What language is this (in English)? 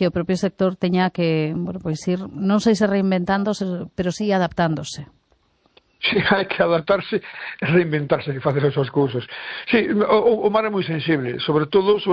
Galician